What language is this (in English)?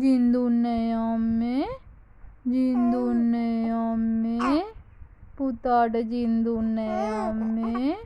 Sinhala